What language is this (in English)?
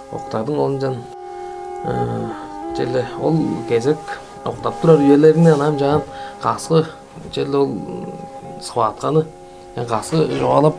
Tuvinian